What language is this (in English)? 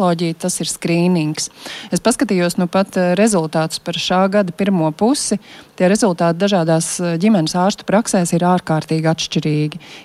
Latvian